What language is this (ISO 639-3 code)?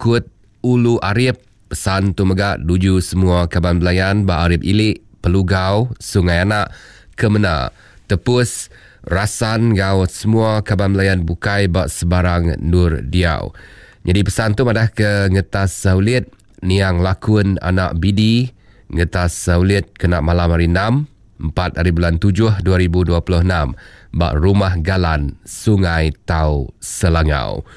iba